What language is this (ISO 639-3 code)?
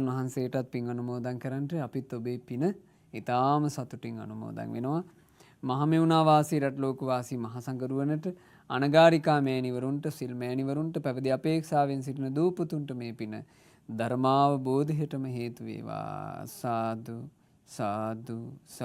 sin